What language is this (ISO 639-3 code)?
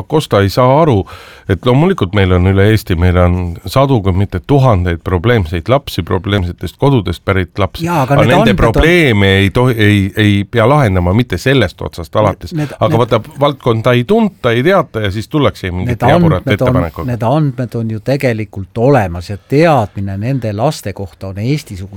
est